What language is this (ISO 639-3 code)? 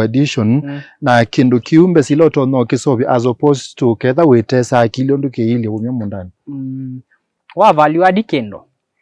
kam